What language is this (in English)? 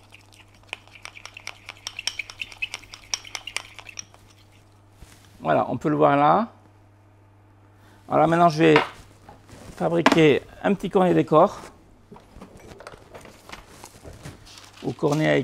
French